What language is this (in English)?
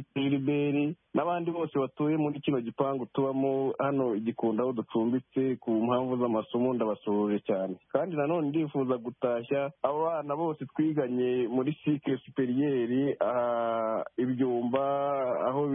Kinyarwanda